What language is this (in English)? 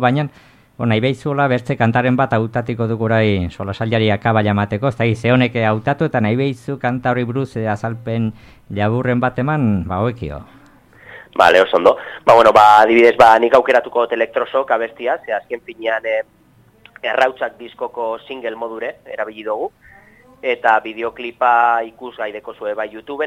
Basque